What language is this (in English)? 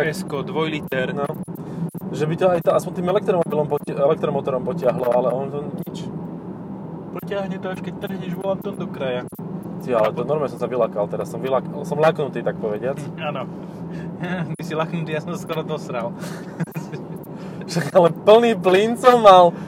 Slovak